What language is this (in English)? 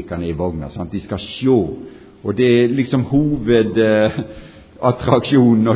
Norwegian